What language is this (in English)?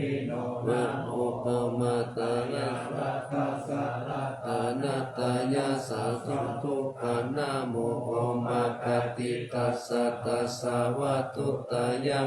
Pali